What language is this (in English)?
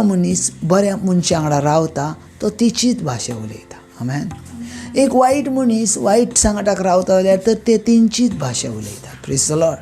Konkani